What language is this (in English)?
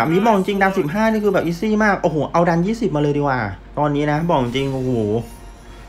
Thai